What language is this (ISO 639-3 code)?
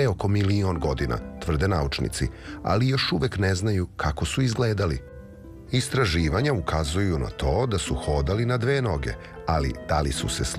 srp